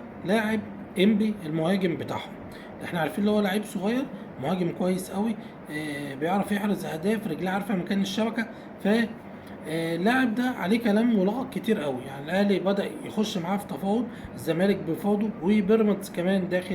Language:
Egyptian Arabic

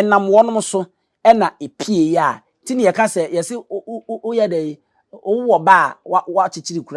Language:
Akan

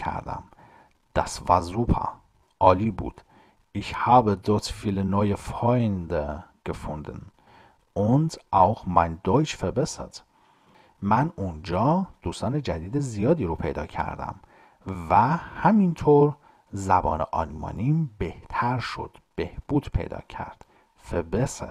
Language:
Persian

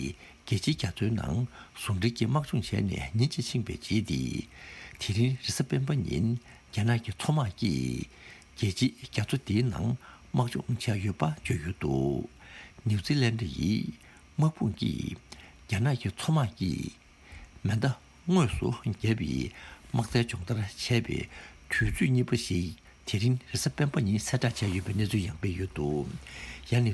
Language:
Tibetan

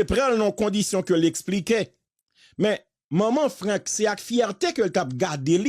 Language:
Haitian Creole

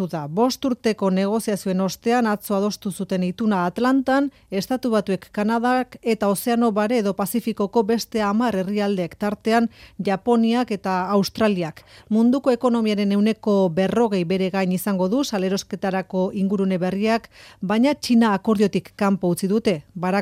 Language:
Basque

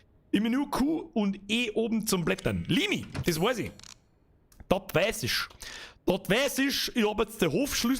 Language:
Bavarian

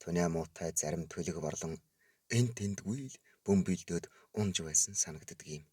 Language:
Mongolian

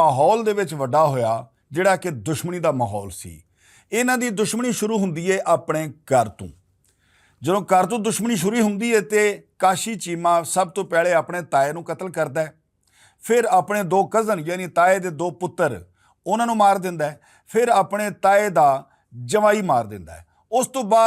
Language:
Western Panjabi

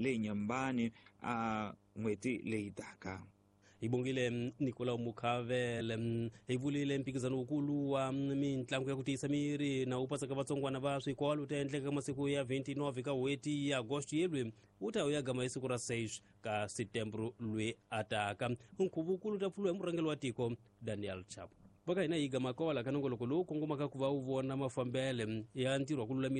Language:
Tsonga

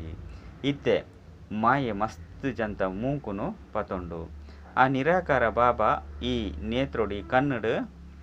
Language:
Tulu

